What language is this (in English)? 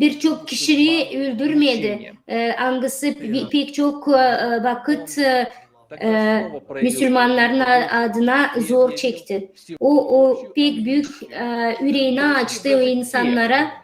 Gagauz